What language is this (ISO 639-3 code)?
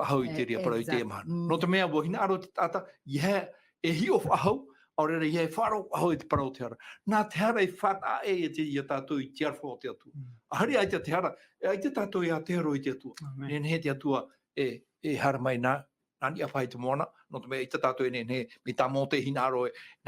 tah